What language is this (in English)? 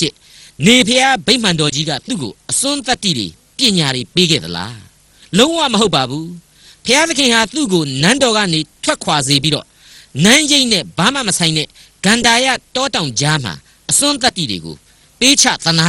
Burmese